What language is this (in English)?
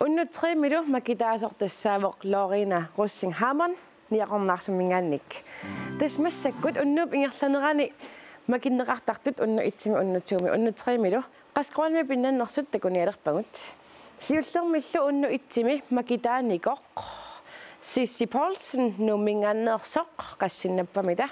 Kalaallisut